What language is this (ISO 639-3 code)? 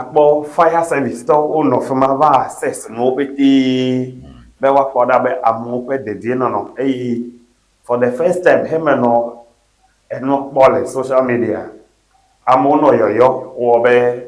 ewe